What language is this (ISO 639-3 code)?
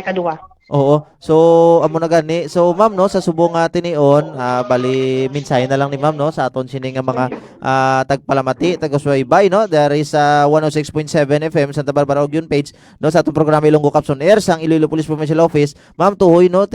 hil